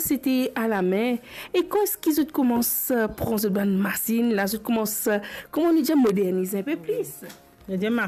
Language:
Morisyen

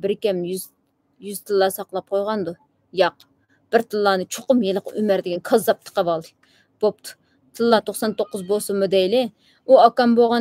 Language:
Uyghur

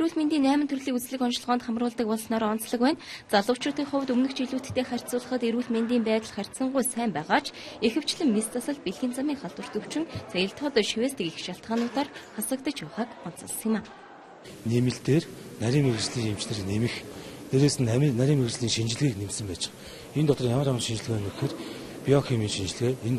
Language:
Mongolian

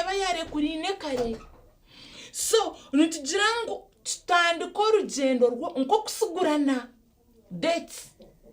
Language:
Nyankole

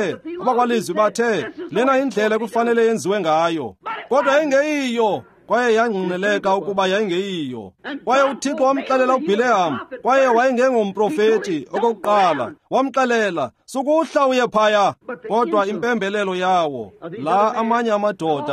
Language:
Xhosa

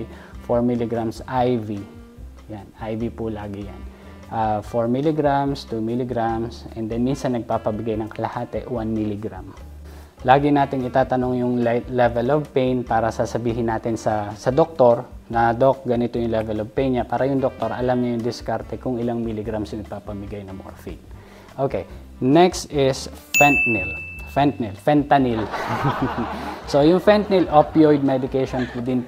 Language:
Filipino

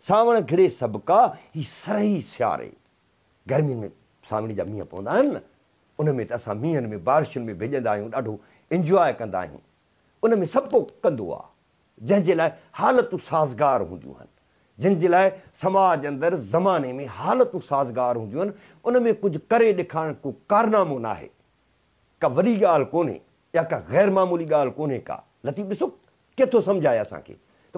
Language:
Sindhi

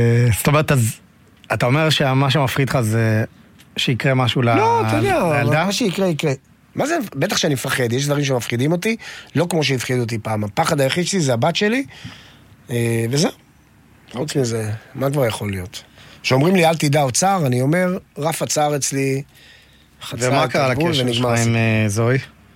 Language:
Hebrew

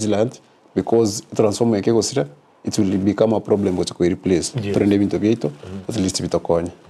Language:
Gusii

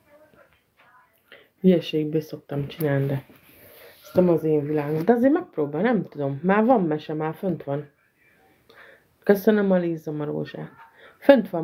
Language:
Hungarian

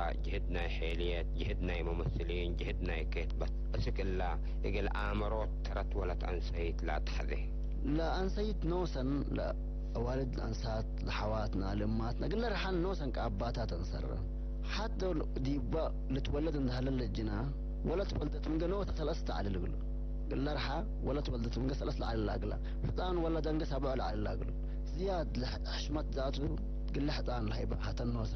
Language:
Tigre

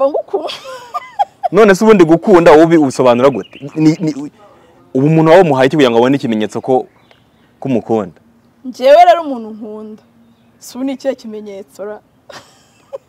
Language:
Kinyarwanda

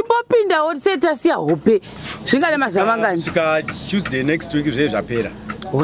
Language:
Shona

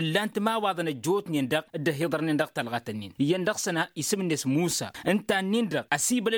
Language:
Tamasheq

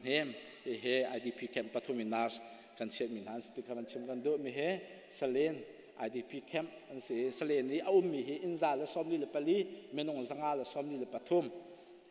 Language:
Hakha Chin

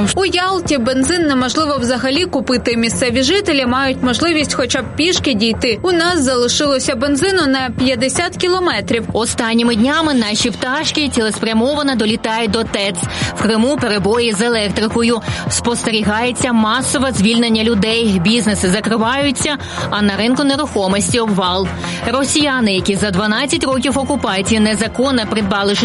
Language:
Ukrainian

